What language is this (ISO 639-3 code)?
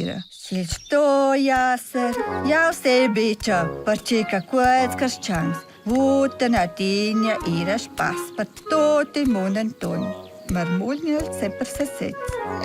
roh